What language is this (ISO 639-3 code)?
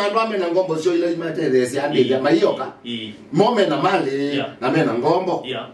kam